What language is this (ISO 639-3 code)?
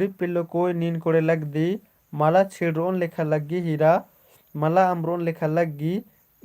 kru